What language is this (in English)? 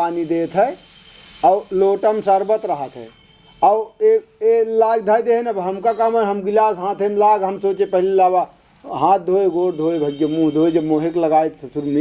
Awadhi